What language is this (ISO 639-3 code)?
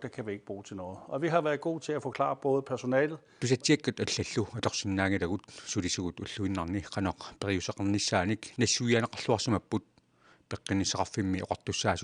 kal